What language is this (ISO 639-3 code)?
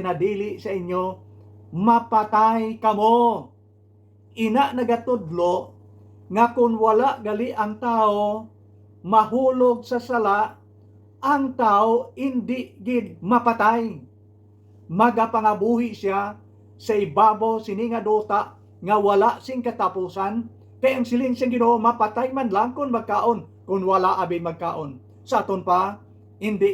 hil